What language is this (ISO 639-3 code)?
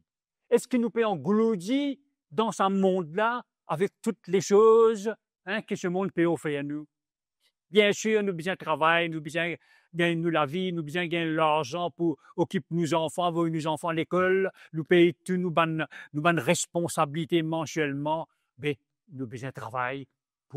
mfe